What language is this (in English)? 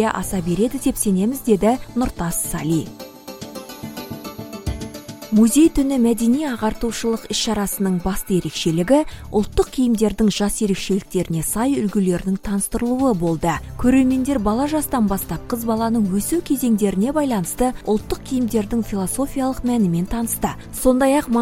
Kazakh